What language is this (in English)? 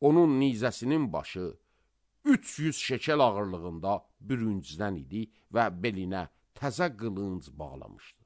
Azerbaijani